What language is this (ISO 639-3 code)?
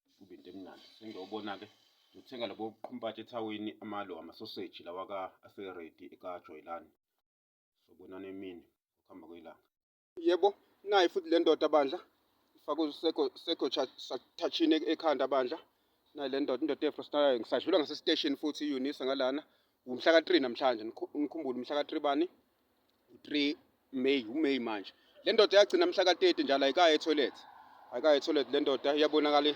zul